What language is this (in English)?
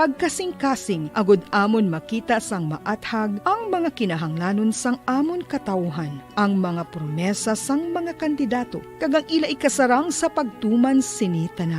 Hiligaynon